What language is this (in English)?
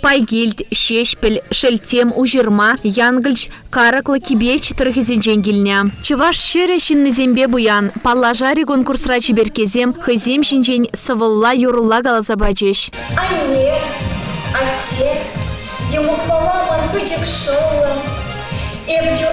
Chuvash